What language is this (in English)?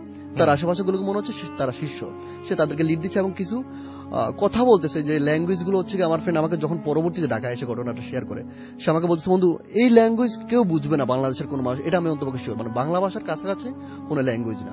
Bangla